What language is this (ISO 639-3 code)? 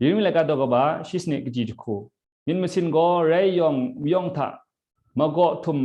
kac